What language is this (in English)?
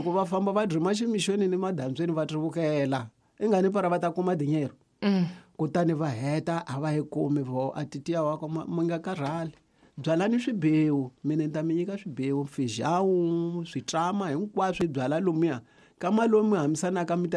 Tsonga